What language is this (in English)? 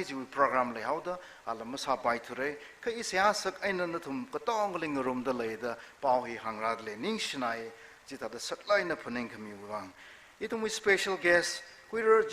Tangkhul Naga (India)